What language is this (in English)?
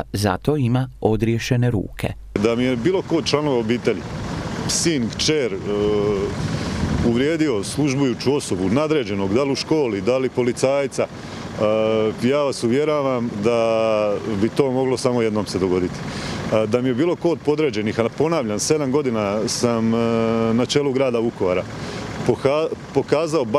Croatian